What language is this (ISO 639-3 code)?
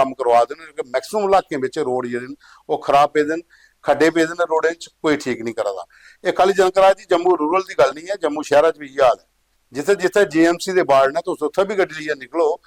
doi